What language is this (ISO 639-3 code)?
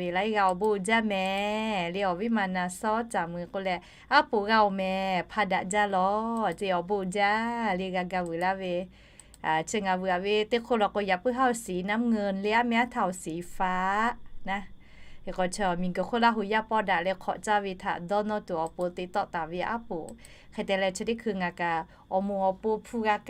lhu